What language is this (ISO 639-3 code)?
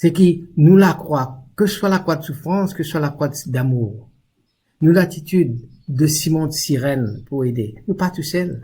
mfe